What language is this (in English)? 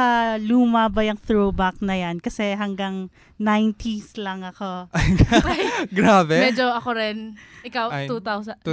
Filipino